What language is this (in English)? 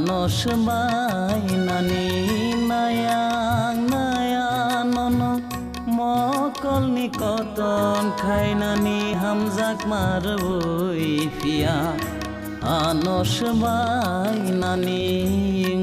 Kok Borok